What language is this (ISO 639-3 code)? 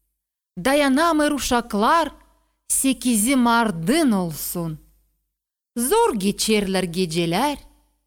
kir